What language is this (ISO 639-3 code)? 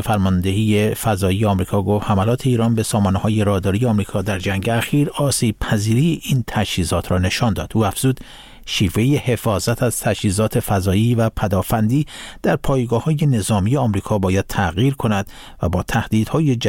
fas